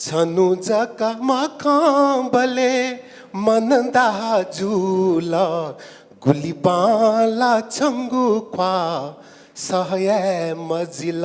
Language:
Newari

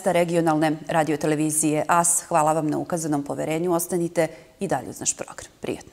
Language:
Serbian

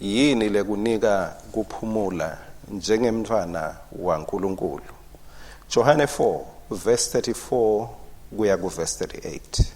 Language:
Swati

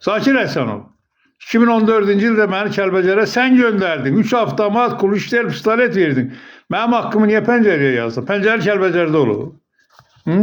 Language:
Azerbaijani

